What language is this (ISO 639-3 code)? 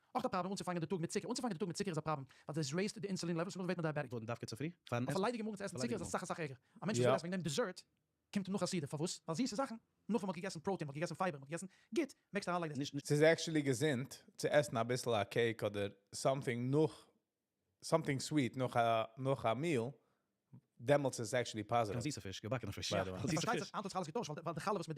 yid